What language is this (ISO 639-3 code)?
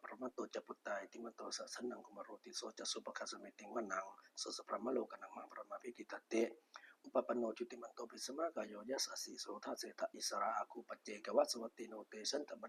pli